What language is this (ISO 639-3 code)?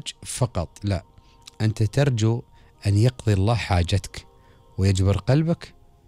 afb